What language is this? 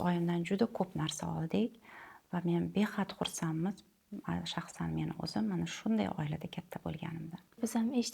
Uzbek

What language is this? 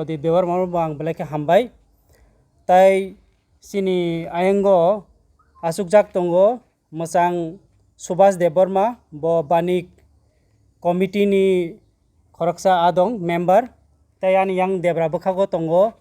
Kok Borok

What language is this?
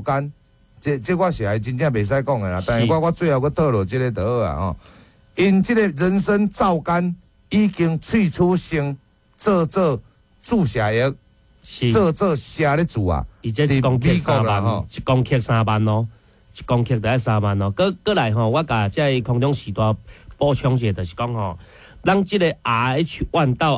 Min Nan Chinese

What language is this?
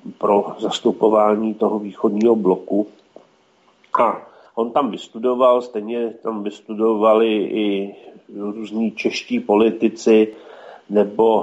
Czech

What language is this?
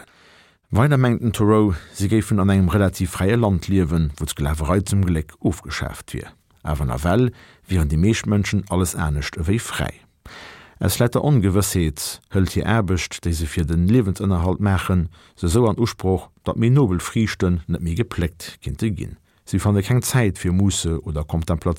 Luxembourgish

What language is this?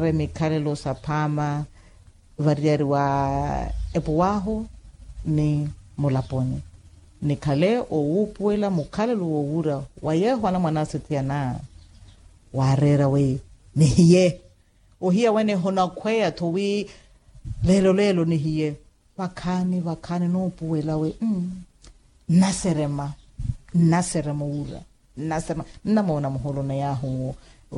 Makhuwa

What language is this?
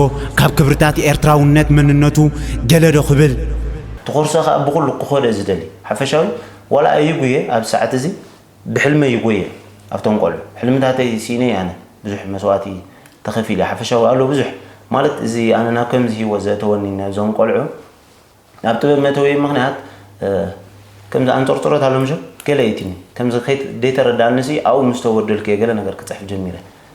Tigrinya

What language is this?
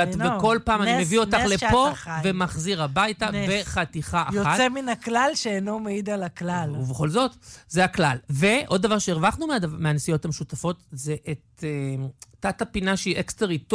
Hebrew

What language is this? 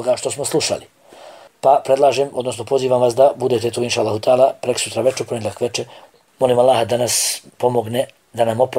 Bosnian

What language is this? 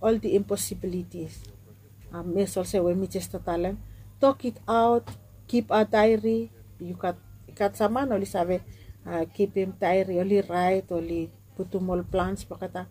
Bislama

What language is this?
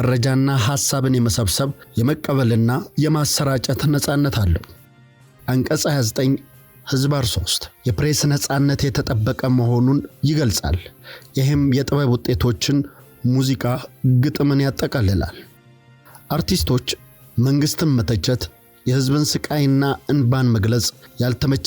Amharic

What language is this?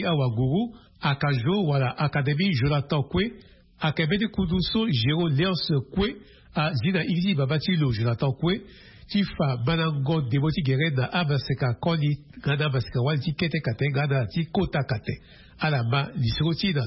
Sango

